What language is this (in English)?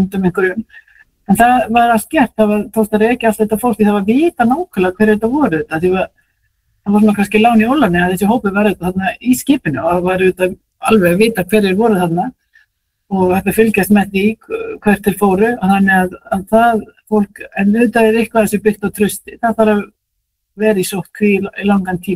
Icelandic